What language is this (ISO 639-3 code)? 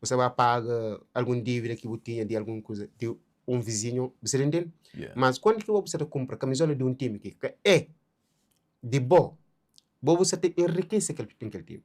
kea